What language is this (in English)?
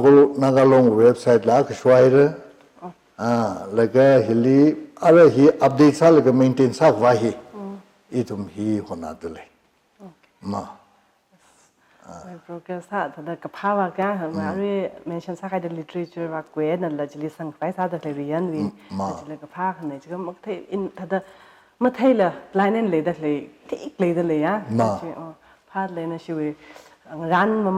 Tangkhul Naga (India)